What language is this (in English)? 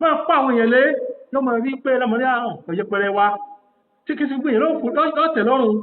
Yoruba